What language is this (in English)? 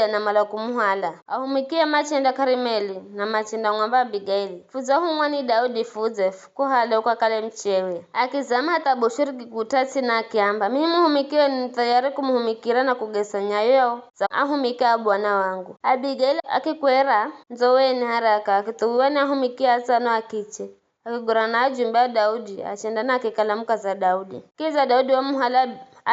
Giryama